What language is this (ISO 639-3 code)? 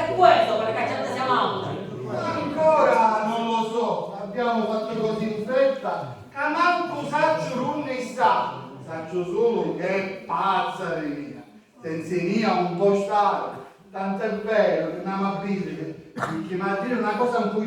scn